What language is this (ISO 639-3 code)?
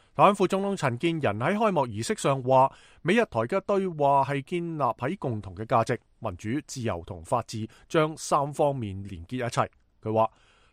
yue